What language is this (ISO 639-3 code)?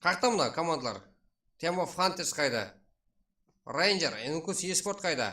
kaa